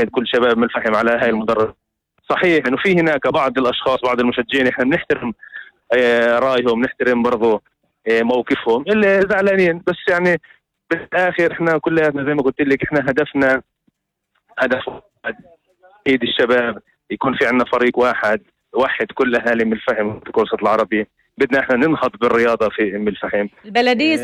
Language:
North Levantine Arabic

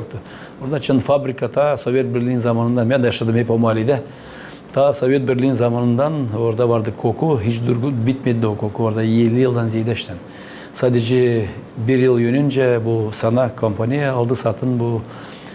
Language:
Gagauz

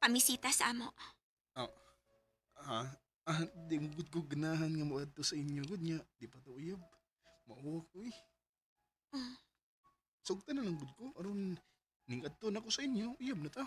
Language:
Cebuano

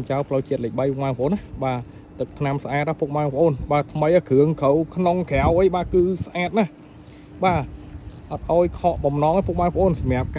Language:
Khmer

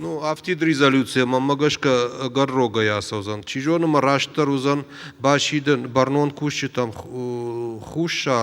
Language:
Ossetic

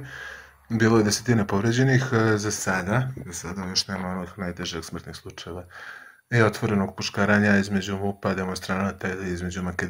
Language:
Serbian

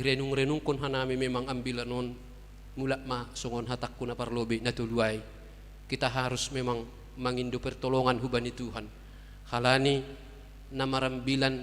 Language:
Batak Simalungun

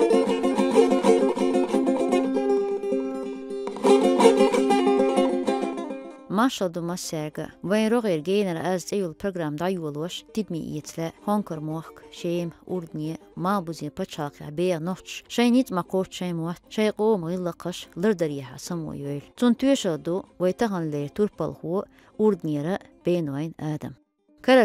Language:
Chechen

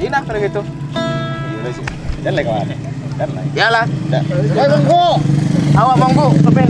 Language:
Minangkabau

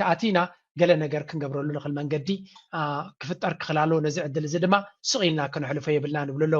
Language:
Tigrinya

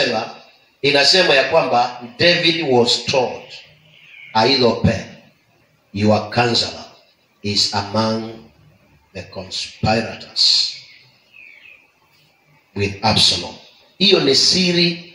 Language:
Swahili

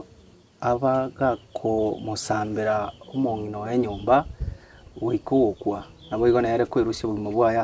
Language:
Gusii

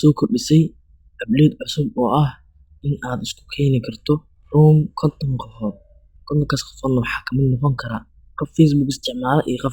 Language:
Somali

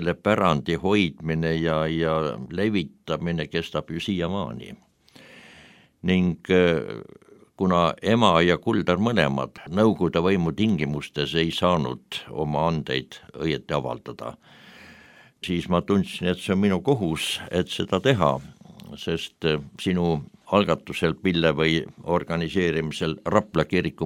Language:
Estonian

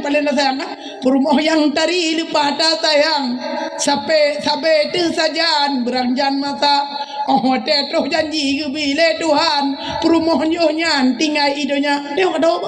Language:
Achinese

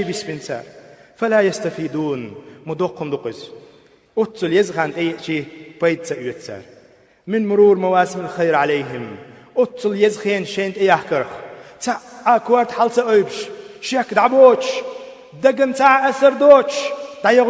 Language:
Chechen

